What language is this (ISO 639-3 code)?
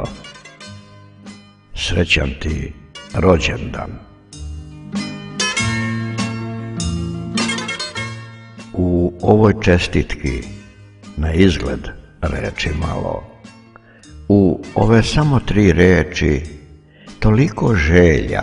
srp